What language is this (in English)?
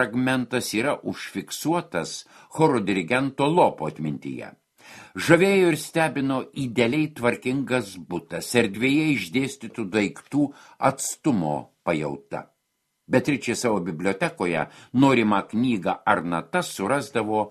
Lithuanian